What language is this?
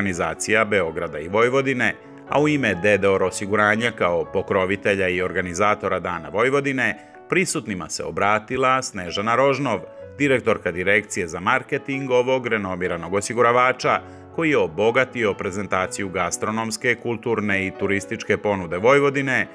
Serbian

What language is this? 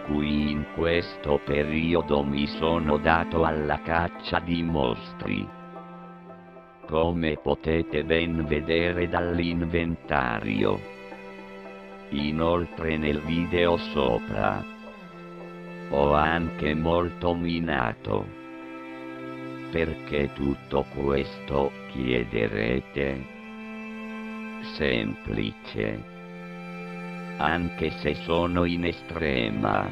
Italian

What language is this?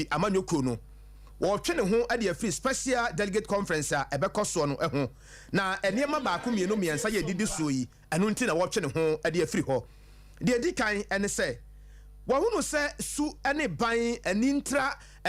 Akan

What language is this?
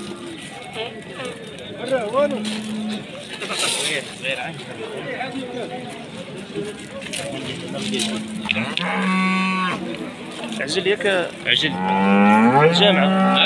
Moroccan Arabic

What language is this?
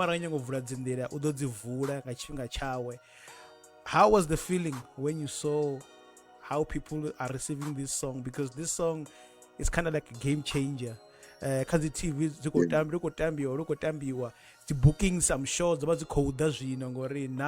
Venda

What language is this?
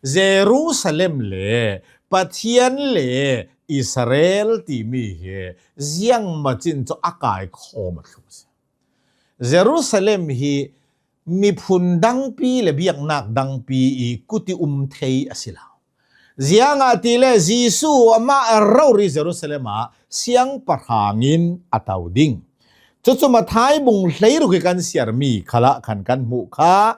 Hakha Chin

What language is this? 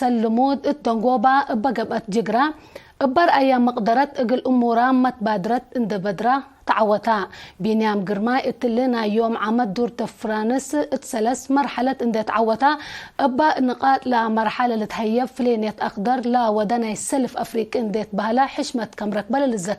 Tigre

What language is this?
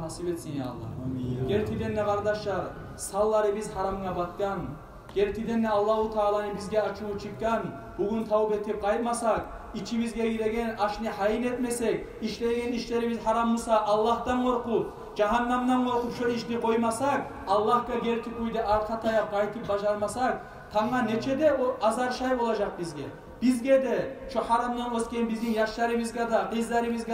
Kumyk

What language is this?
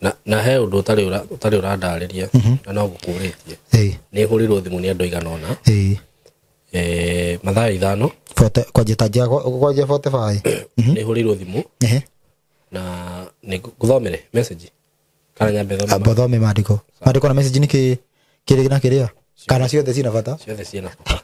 Kikuyu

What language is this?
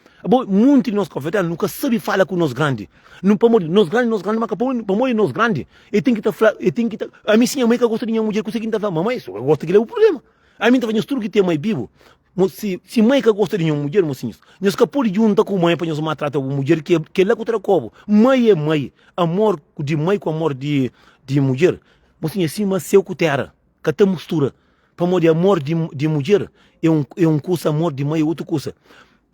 Kabuverdianu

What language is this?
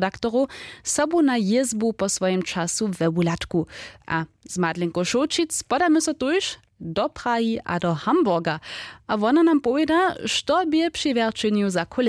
Upper Sorbian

